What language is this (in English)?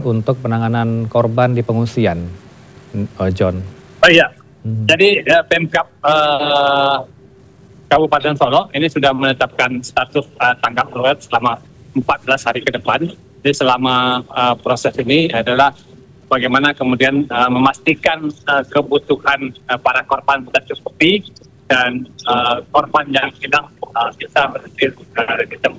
Indonesian